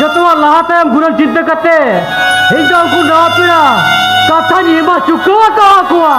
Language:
Santali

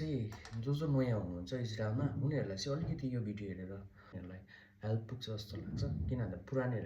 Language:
Nepali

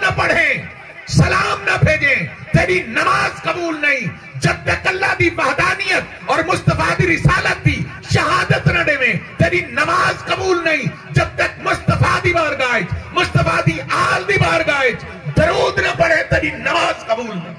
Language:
Saraiki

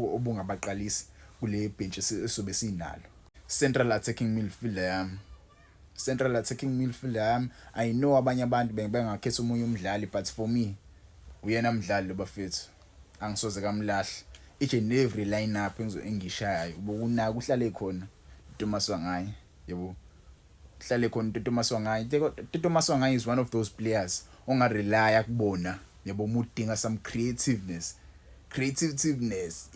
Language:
Zulu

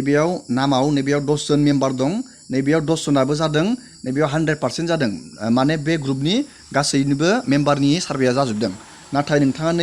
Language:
Bodo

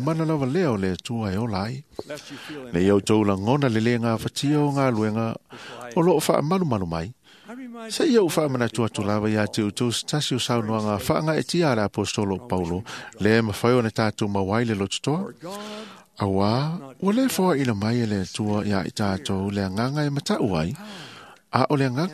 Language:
Samoan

